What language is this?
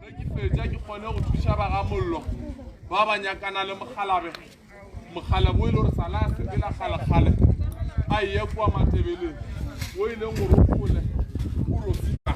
Northern Sotho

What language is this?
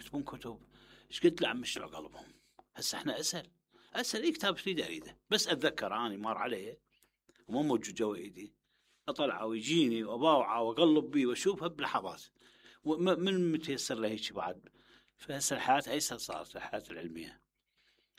Mesopotamian Arabic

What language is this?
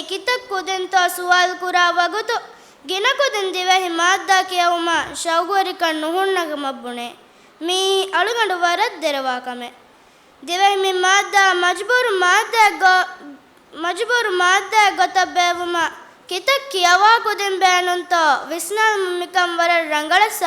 Divehi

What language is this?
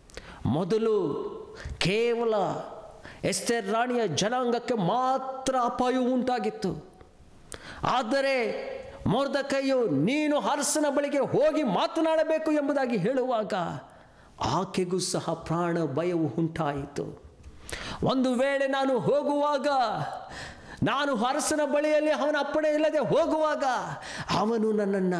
Kannada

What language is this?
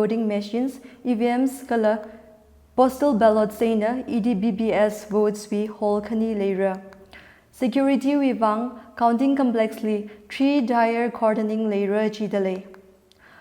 Tangkhul Naga (India)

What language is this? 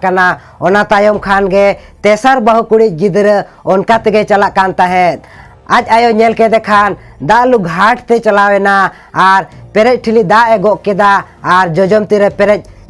Santali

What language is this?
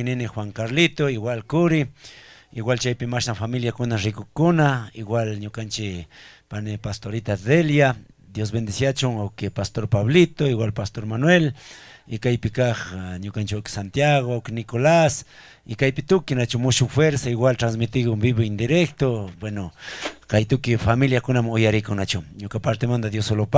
Chimborazo Highland Quichua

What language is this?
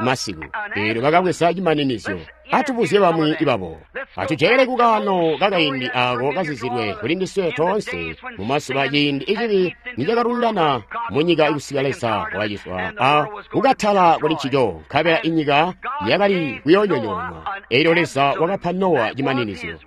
Tonga (Zambia)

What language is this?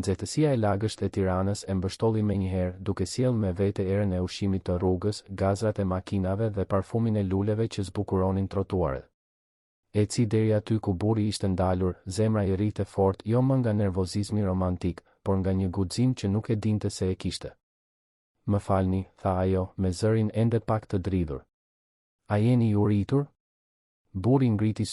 Albanian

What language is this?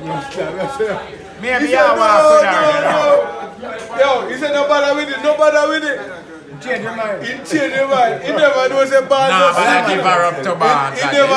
Jamaican Creole English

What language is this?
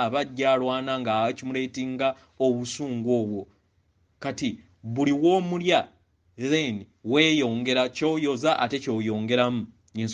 Ganda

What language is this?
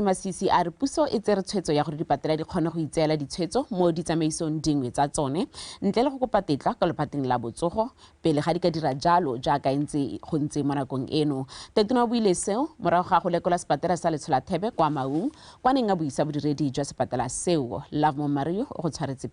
Tswana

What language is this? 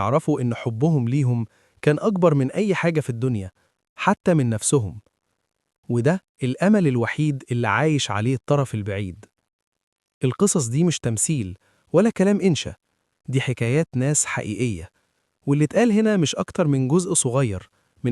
Egyptian Arabic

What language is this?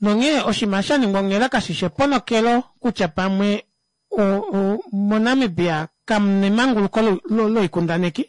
Kuanyama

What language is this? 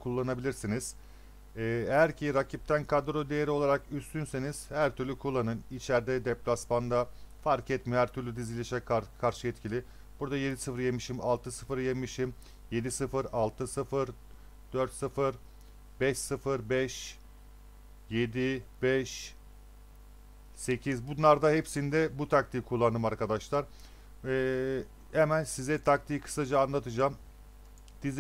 Turkish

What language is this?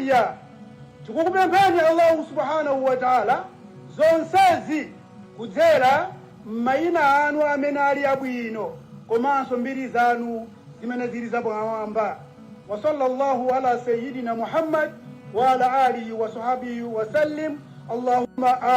Nyanja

